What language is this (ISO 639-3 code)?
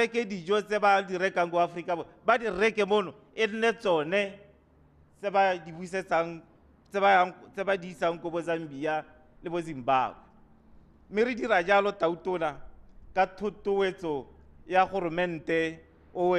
tsn